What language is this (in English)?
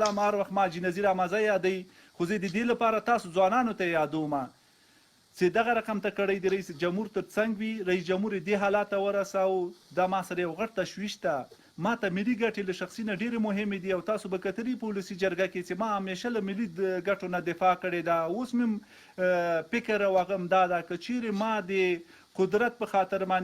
Pashto